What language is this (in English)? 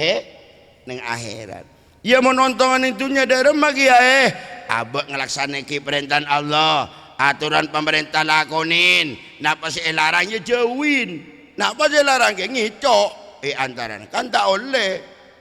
Madurese